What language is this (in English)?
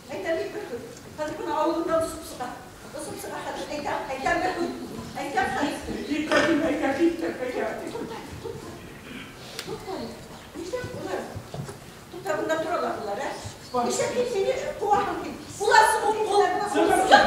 Bashkir